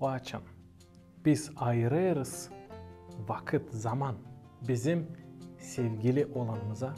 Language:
Gagauz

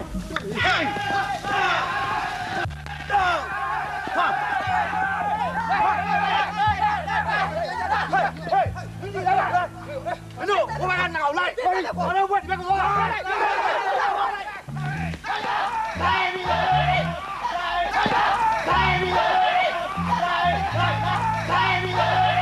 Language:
Burmese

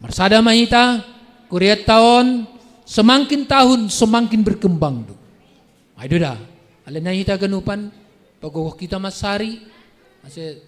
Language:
Batak Simalungun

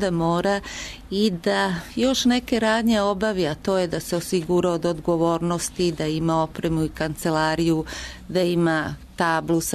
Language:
Serbian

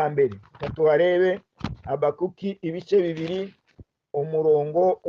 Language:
Kinyarwanda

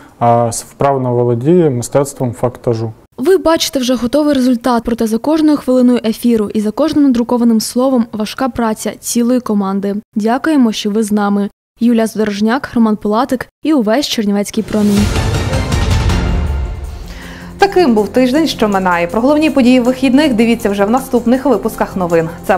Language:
Ukrainian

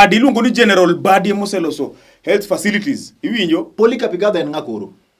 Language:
Luo (Kenya and Tanzania)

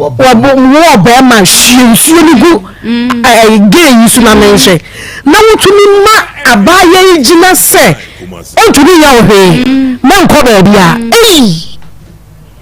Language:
Akan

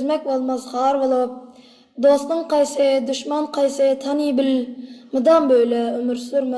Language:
Turkmen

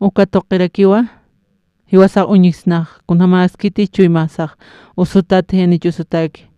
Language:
Aymara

